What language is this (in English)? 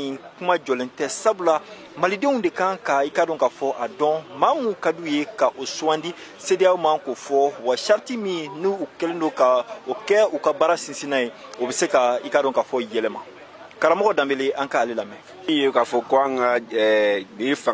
Bambara